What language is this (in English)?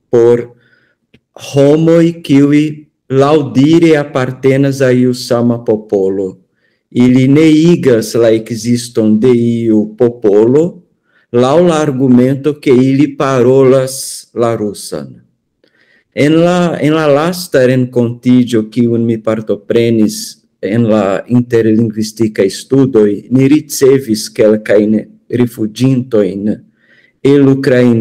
Esperanto